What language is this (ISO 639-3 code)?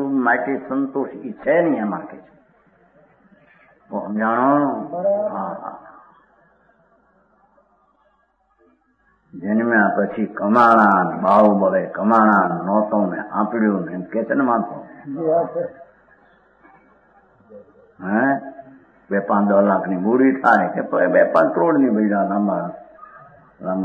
guj